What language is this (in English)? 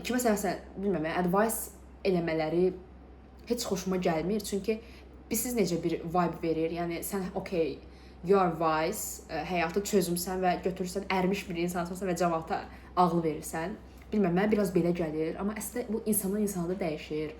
Azerbaijani